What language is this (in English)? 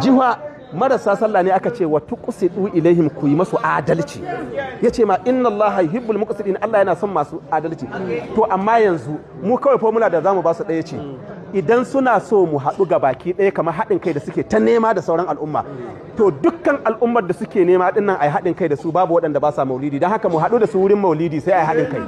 Hausa